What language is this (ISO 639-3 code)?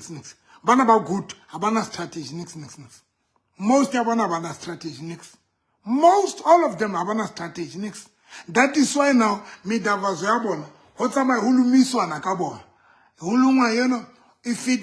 sot